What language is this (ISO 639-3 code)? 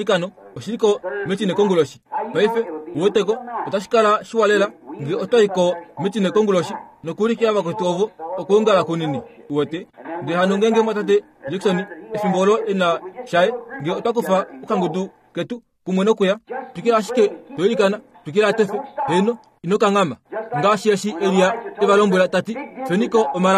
kua